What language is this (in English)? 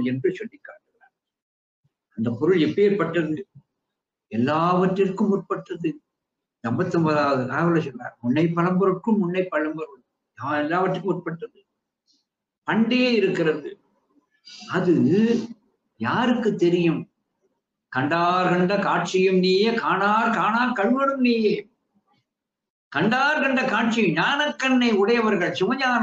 Tamil